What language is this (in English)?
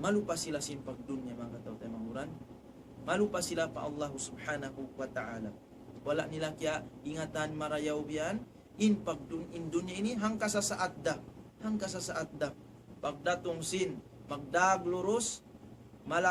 Tausug